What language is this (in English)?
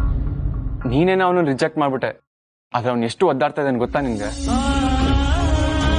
Kannada